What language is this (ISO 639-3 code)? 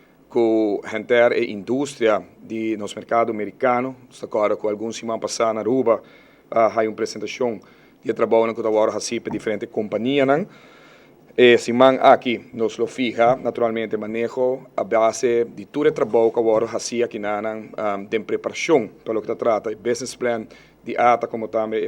pap